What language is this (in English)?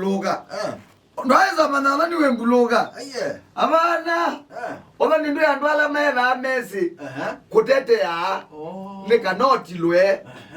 Kamba